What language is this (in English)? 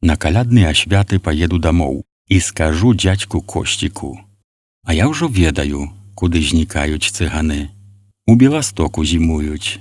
Belarusian